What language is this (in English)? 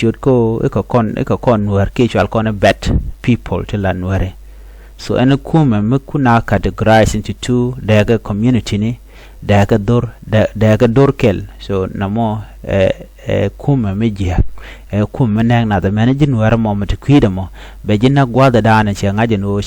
Nuer